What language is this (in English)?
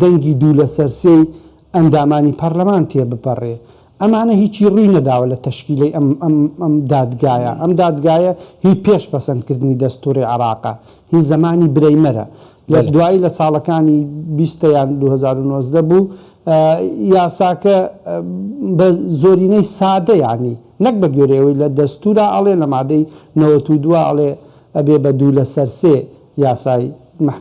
Central Kurdish